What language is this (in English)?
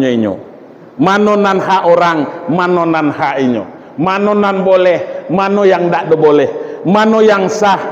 Minangkabau